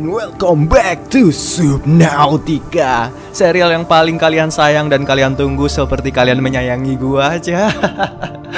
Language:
Indonesian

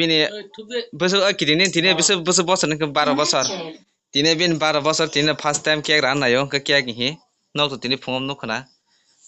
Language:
Kok Borok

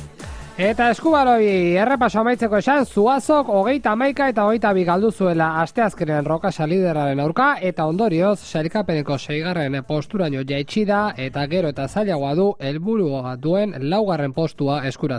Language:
Basque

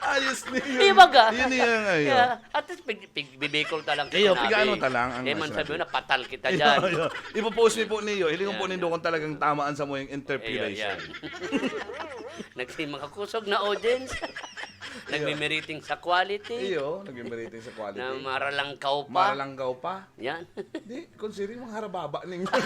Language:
Bikol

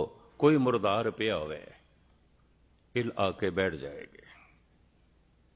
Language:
Punjabi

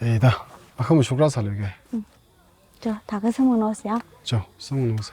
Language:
Tangkhul Naga (India)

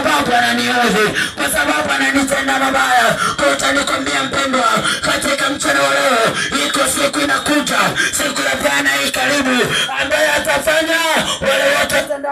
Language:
Swahili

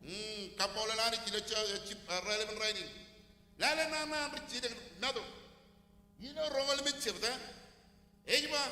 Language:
Marshallese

